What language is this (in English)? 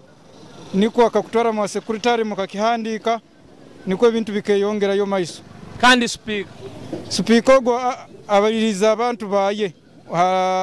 Nyoro